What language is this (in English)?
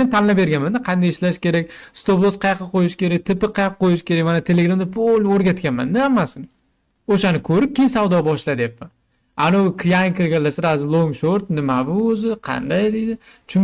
Uzbek